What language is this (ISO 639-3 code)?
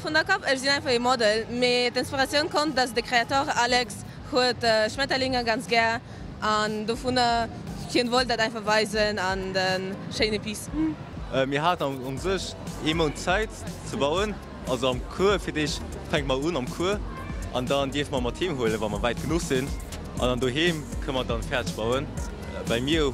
ltz